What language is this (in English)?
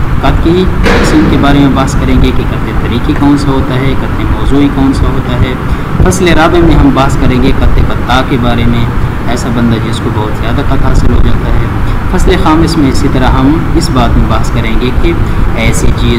Urdu